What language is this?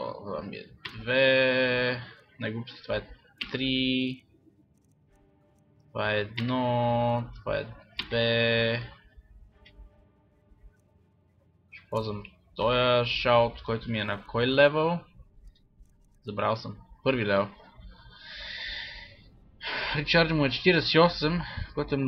Bulgarian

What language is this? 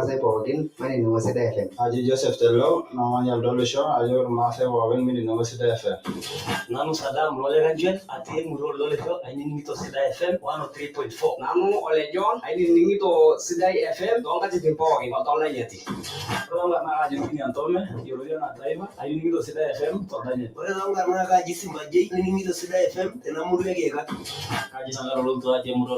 Masai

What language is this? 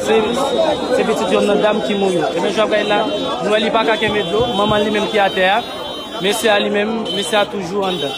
Haitian Creole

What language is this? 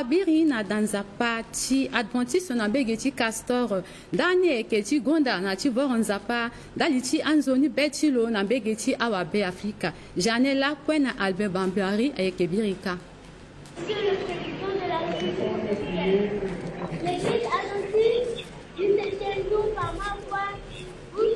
Sango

